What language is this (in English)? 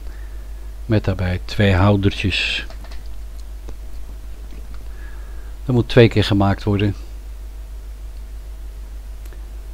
Dutch